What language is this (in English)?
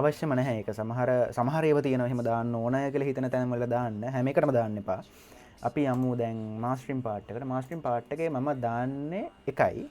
Sinhala